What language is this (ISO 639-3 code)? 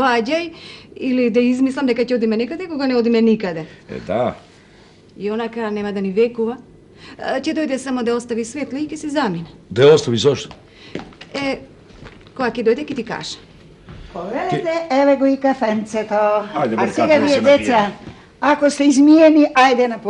mkd